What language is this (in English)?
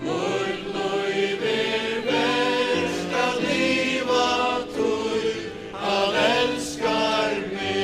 Faroese